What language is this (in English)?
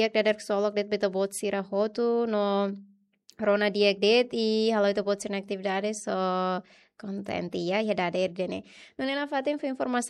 Tetum